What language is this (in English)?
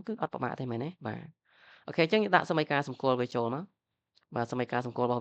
Khmer